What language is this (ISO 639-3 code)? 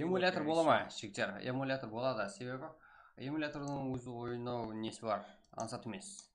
kaa